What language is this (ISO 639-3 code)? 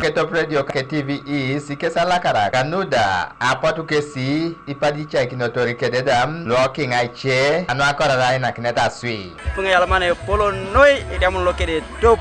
teo